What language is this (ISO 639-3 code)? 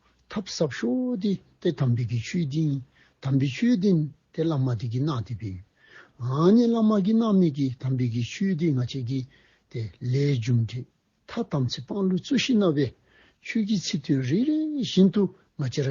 dzo